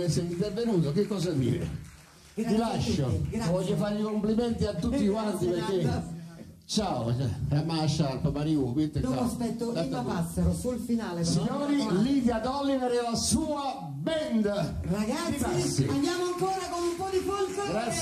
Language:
Italian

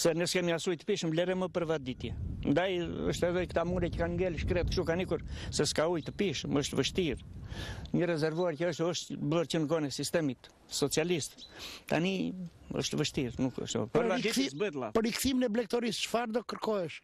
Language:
Albanian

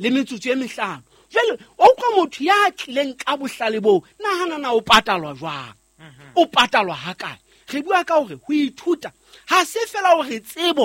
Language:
Southern Sotho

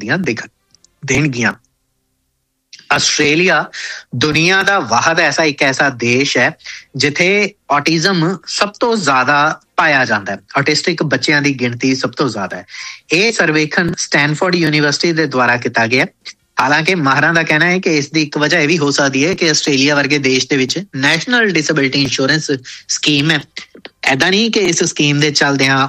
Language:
Punjabi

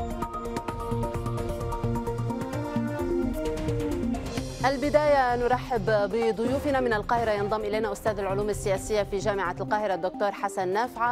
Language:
Arabic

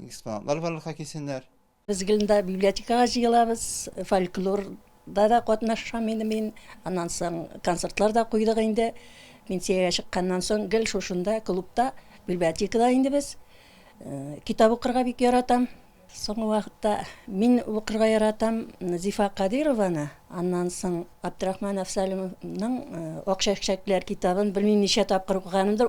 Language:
Tatar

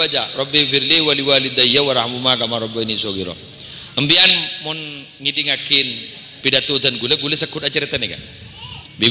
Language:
Madurese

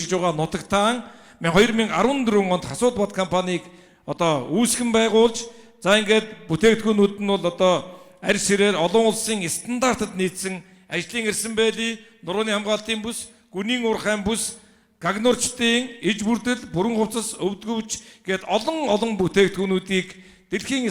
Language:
Mongolian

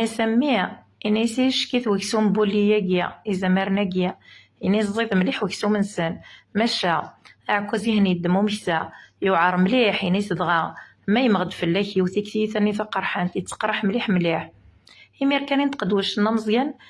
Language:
Kabyle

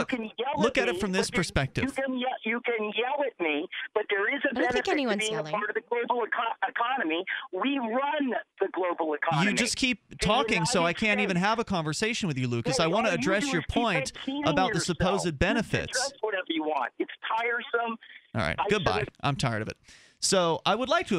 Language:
English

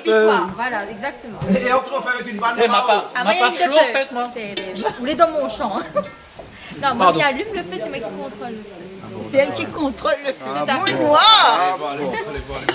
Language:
Réunion Creole French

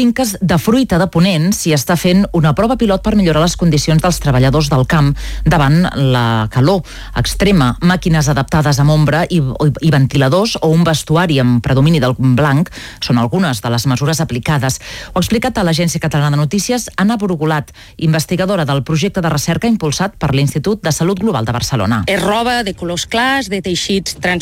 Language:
Catalan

